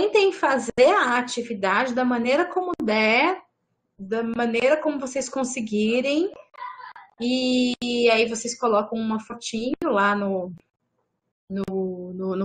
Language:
Portuguese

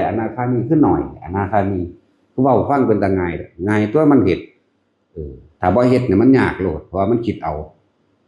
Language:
Northeastern Thai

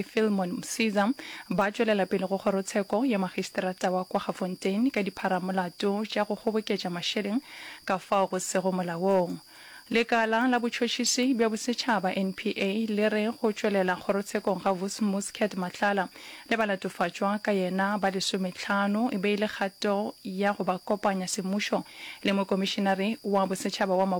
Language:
Northern Sotho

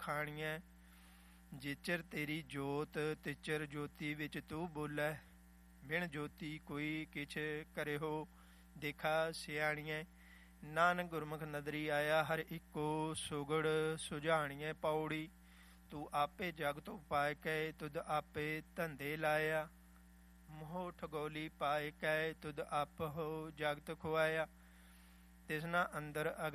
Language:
Punjabi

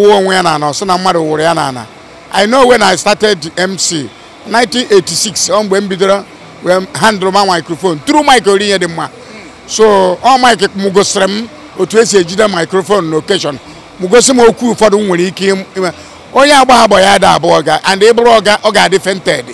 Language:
Igbo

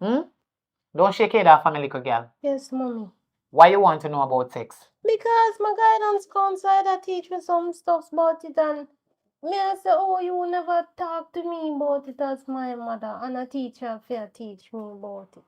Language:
Jamaican Creole English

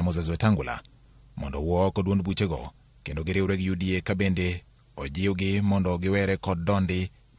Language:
Luo (Kenya and Tanzania)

